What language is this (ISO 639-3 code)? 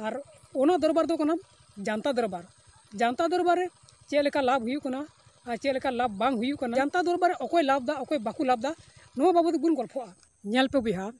sat